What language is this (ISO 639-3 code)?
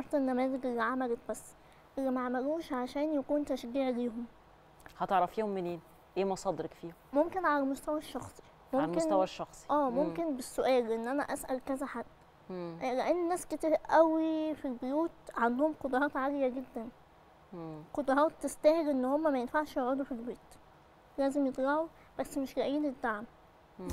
arz